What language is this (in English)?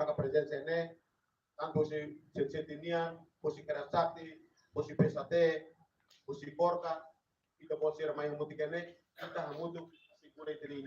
Tetum